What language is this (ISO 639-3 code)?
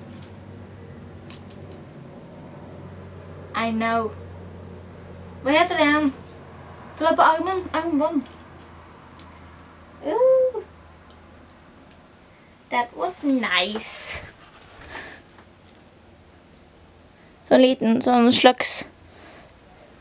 nor